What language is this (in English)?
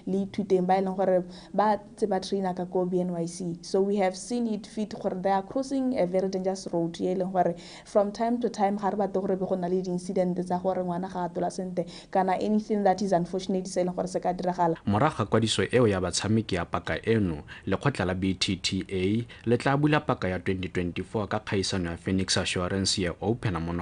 Tswana